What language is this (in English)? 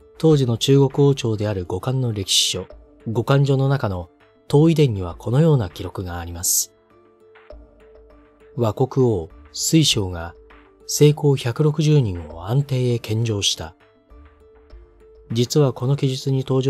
Japanese